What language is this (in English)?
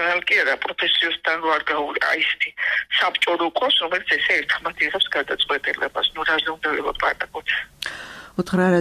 Georgian